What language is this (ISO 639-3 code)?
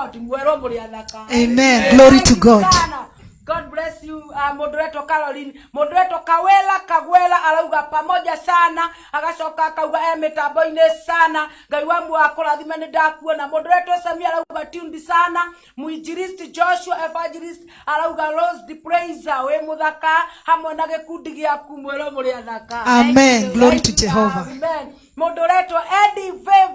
kik